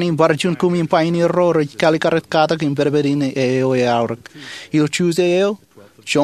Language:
Marshallese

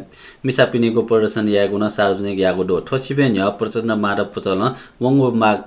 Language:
Newari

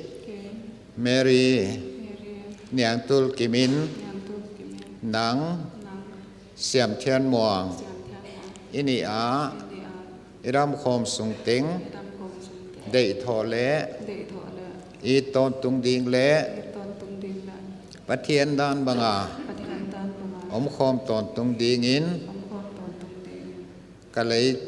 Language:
Paite Chin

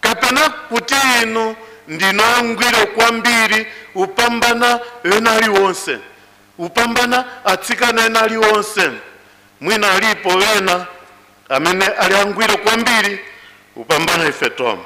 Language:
Nyanja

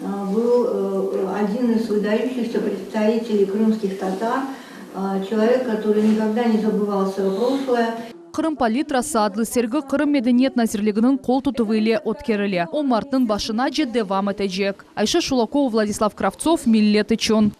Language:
Crimean Tatar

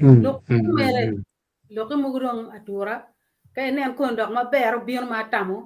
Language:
Acoli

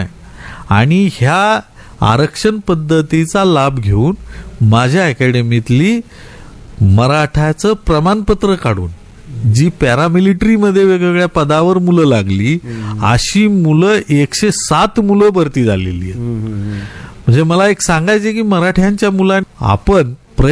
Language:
Marathi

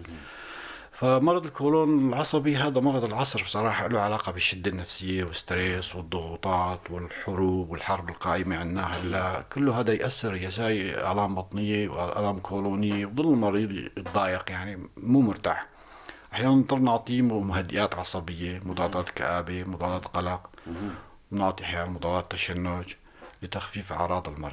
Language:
North Levantine Arabic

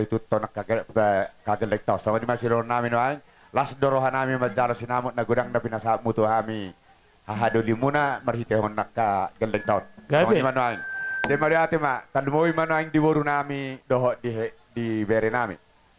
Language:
Batak Toba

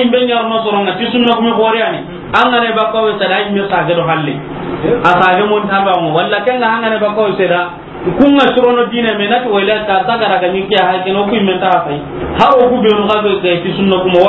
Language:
Soninke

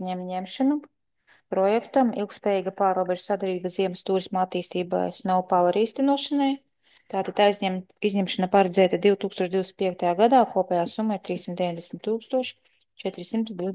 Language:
Latvian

